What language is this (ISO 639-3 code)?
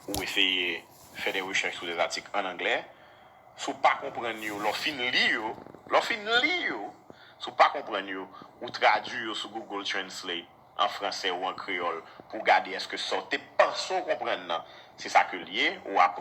hat